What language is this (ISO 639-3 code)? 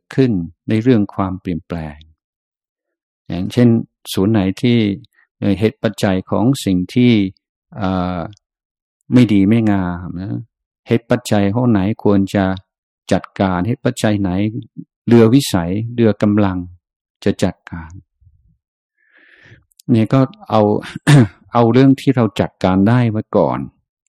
tha